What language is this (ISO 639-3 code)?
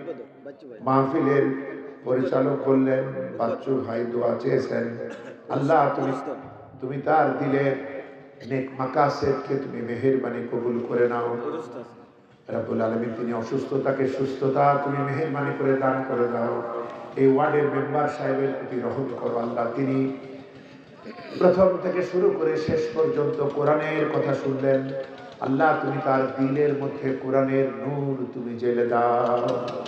ben